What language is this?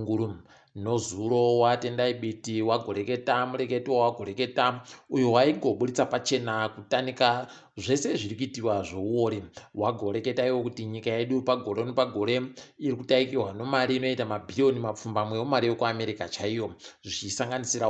Ndau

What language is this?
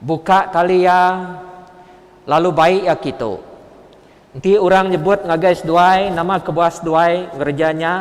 Iban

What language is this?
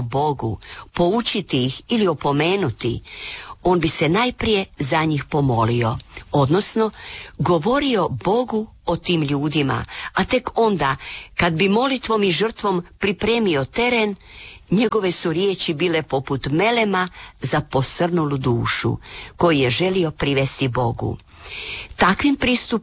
Croatian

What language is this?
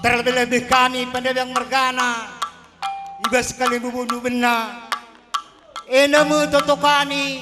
Batak Karo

